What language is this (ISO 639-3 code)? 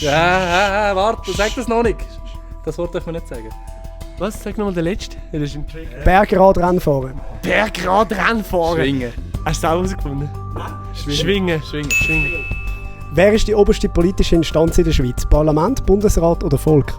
gsw